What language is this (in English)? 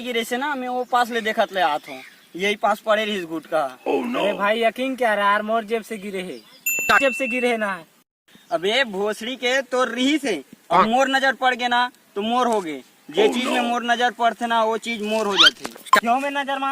Chhattisgarhi